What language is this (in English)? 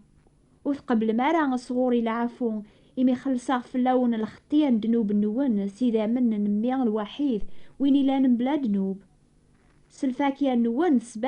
Kabyle